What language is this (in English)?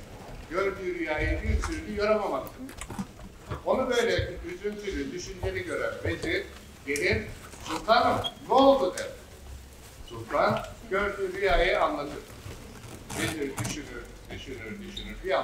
Turkish